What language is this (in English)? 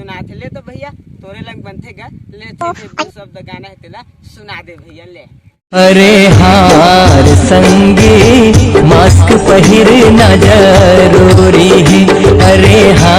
Chhattisgarhi